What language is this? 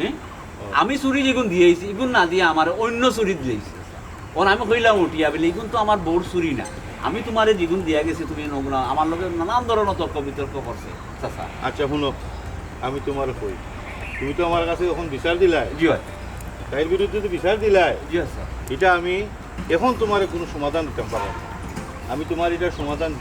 Sylheti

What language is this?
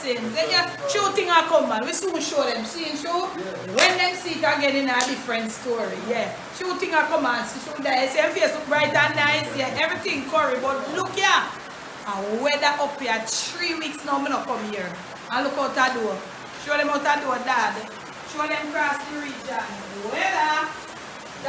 Jamaican Creole English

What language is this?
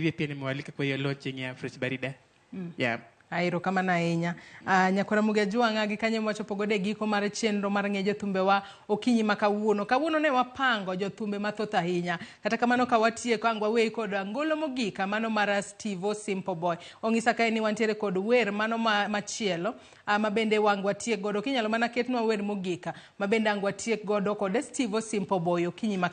Luo (Kenya and Tanzania)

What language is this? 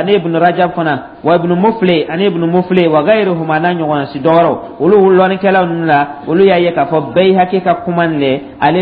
Dyula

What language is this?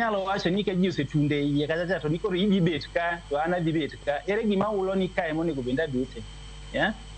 Luo (Kenya and Tanzania)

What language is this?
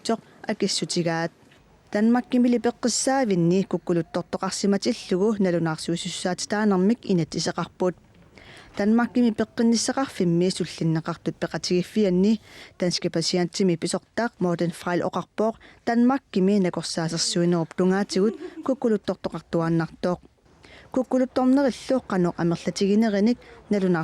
Kalaallisut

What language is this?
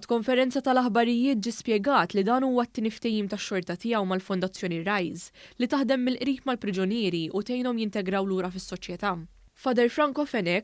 Maltese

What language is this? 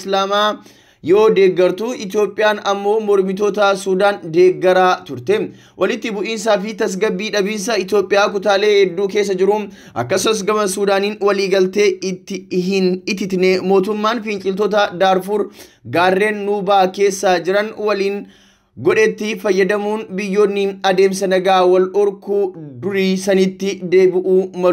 Oromo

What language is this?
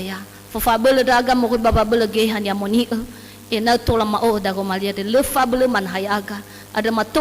Nias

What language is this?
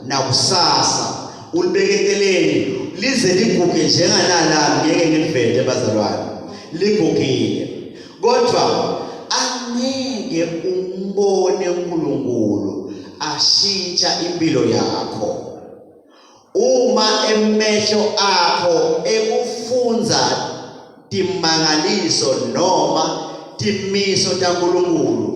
Swati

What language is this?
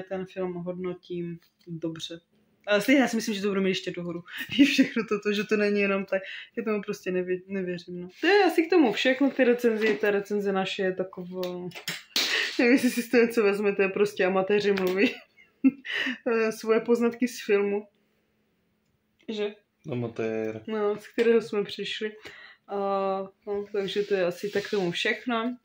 Czech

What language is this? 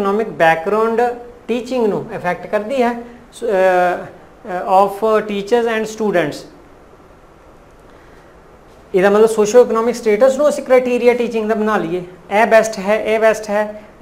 Punjabi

